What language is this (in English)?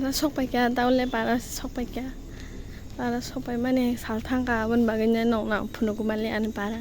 Kok Borok